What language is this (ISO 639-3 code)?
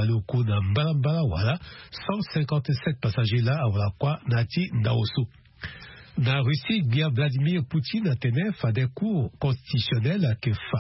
sag